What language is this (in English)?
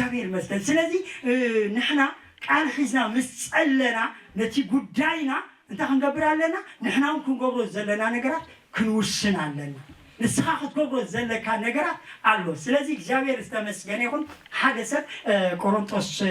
Tigrinya